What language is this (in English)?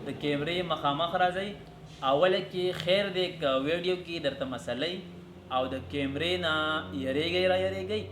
Pashto